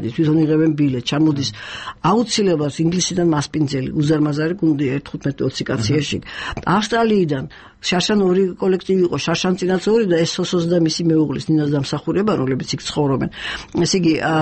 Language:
Georgian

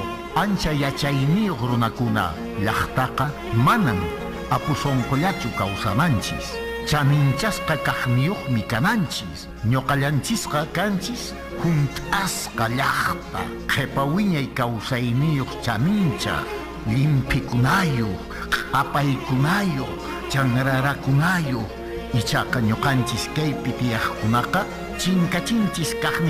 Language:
Quechua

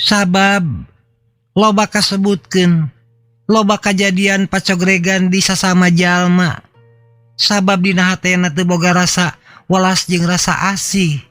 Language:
Sundanese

